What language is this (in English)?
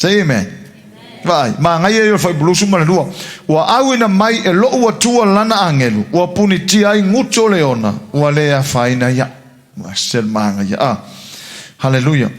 Samoan